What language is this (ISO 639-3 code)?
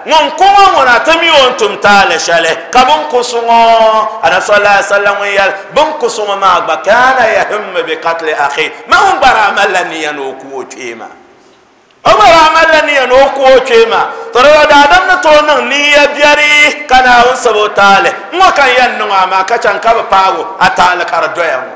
dag